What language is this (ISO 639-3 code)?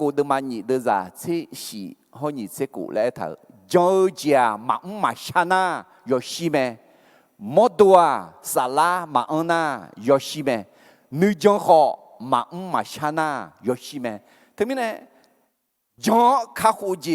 ahk